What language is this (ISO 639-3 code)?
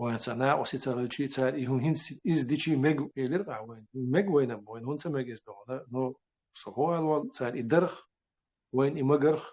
che